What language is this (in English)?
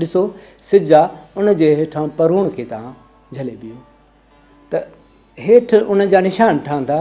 Sindhi